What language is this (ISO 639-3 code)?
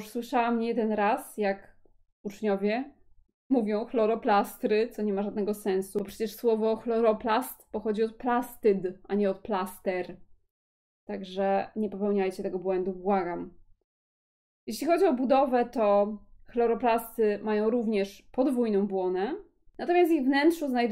pol